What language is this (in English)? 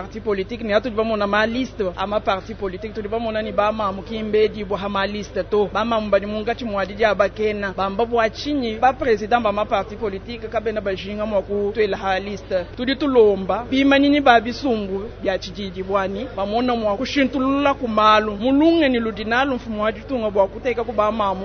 Luba-Lulua